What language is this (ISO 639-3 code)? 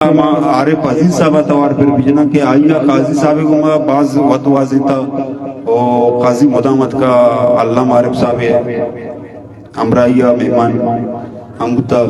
bgp